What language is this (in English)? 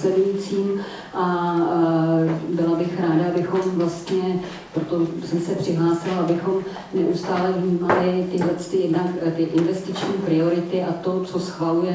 Czech